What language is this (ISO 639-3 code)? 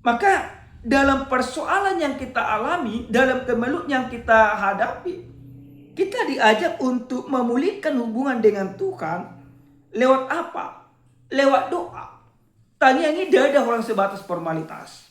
bbc